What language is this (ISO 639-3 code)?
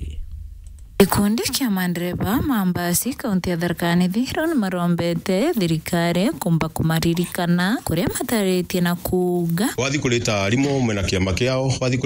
mer